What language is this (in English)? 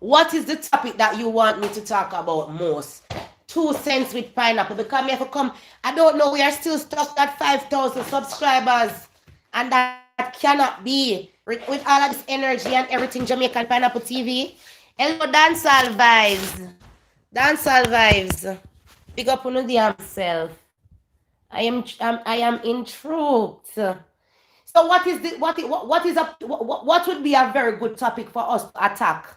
Jamaican Creole English